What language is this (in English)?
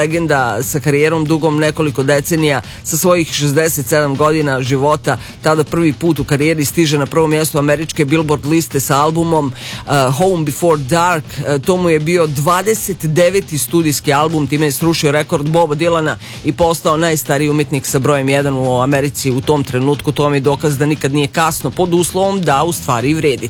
Serbian